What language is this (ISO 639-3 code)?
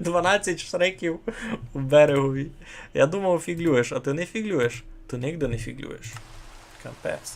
rue